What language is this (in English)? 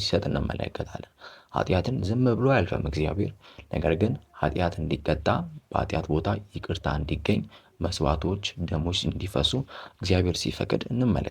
Amharic